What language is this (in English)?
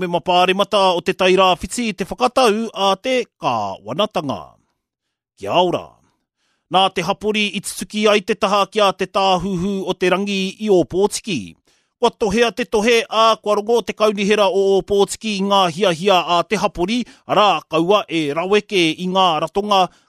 Māori